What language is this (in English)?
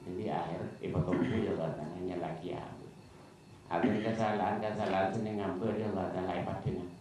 Madurese